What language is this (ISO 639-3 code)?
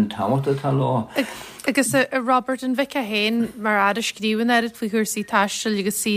gle